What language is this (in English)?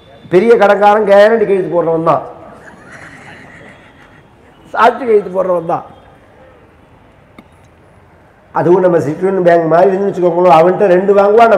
Tamil